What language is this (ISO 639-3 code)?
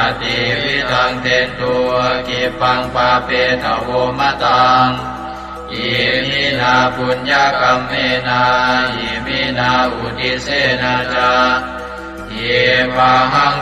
pli